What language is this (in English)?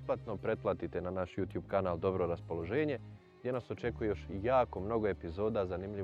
Bosnian